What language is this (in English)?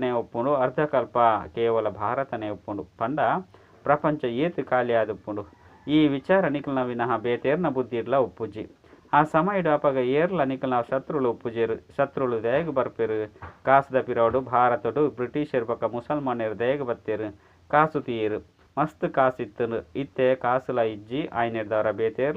Tulu